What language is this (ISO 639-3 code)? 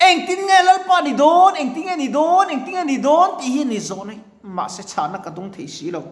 lus